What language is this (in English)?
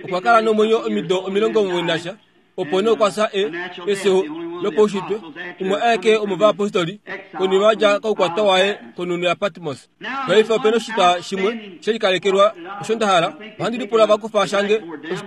Kuanyama